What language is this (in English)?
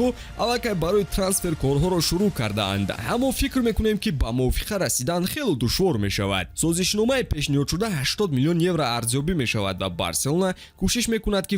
Tajik